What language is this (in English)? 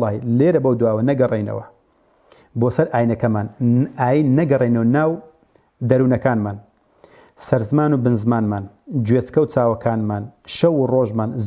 Central Kurdish